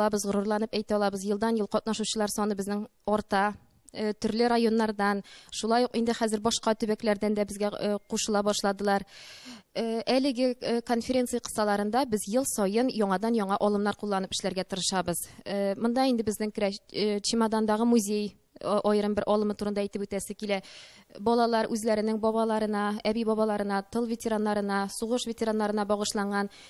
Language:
Tatar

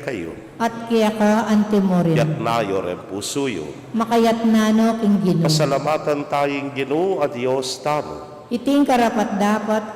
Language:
Pampanga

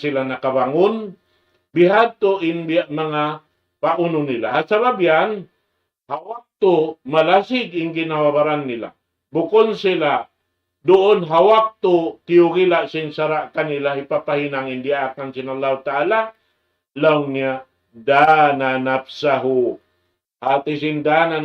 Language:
Tausug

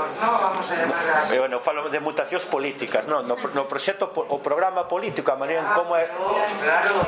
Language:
Galician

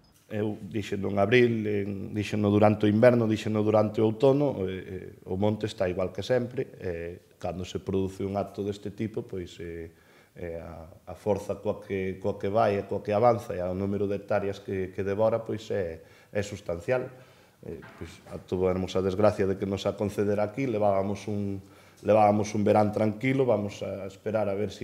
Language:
Galician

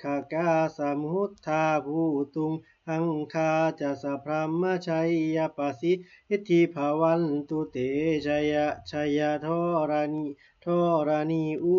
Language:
Pali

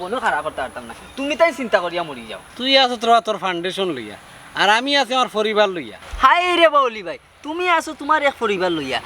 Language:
Sylheti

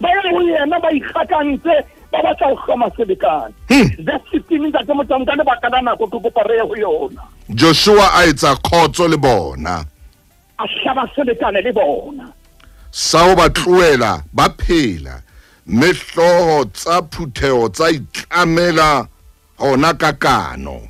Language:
Southern Sotho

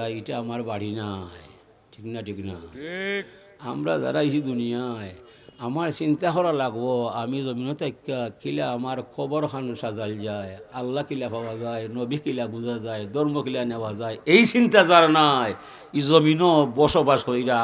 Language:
Sylheti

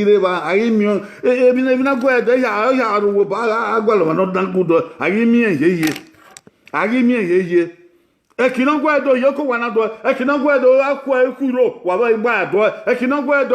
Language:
Bini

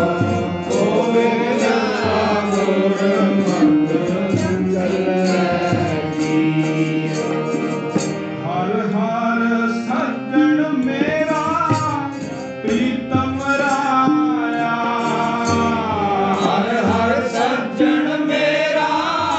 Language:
Punjabi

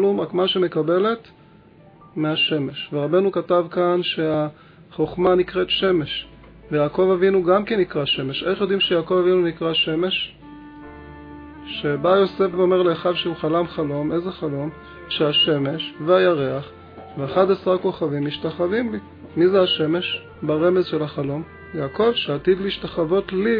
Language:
Hebrew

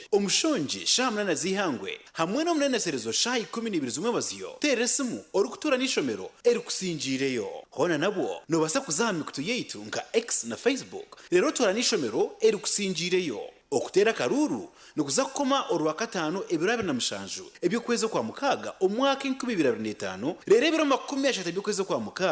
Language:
Nyankole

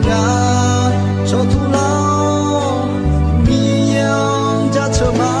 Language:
Akha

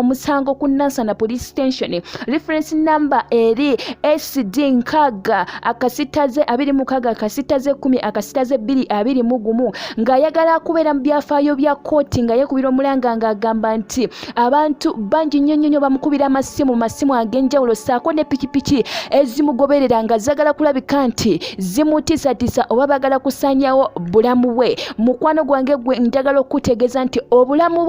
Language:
Ganda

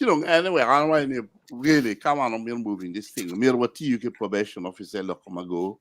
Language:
Acoli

